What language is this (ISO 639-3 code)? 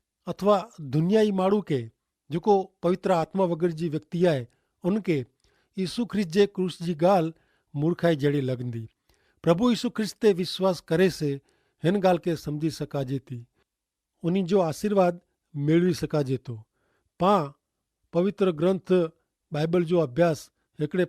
kfr